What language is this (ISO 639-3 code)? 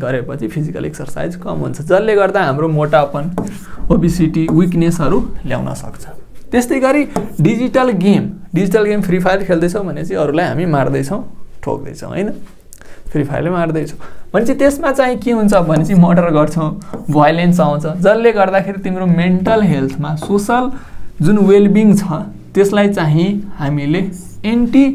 nep